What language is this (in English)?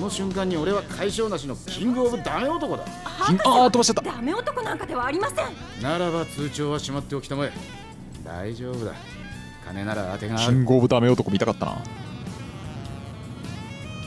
Japanese